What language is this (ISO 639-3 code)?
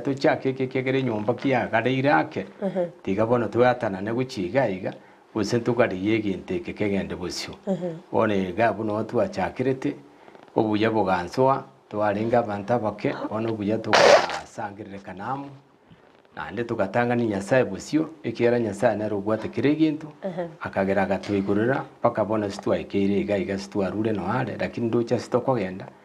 guz